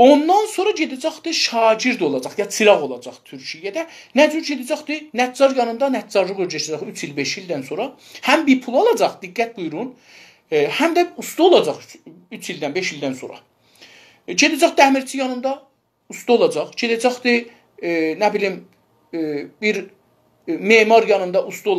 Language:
South Azerbaijani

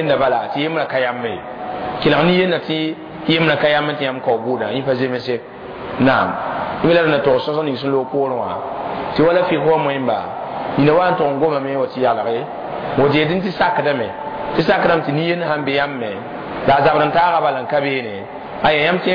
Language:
Mossi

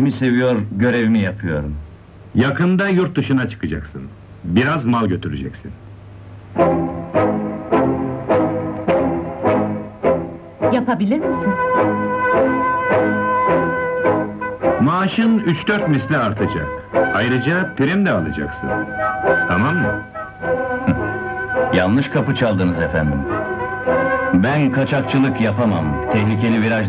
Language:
Turkish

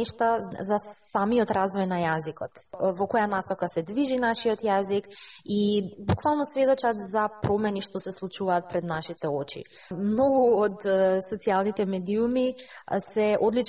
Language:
Macedonian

